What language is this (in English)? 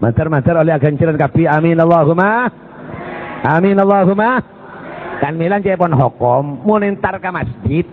Madurese